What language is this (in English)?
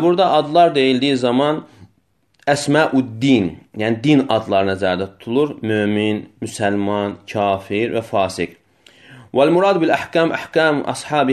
Azerbaijani